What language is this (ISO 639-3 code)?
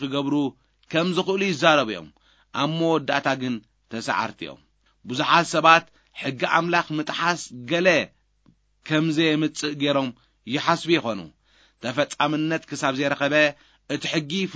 tir